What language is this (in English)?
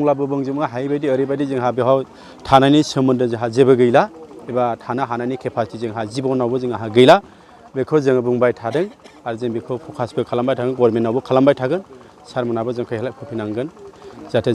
Bodo